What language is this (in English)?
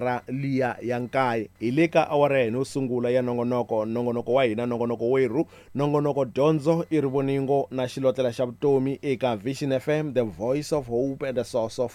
Tsonga